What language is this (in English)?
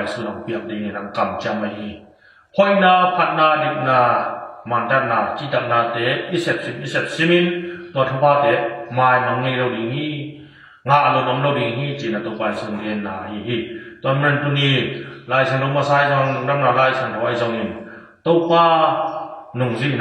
Tedim Chin